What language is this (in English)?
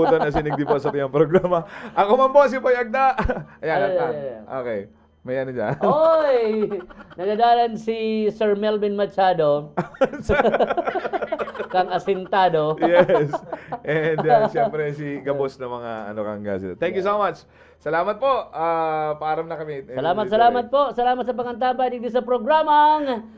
Bikol